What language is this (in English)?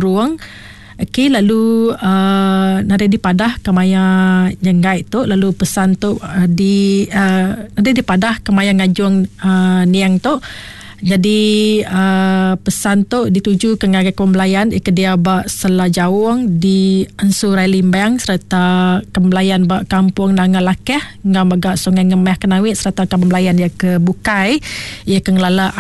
Iban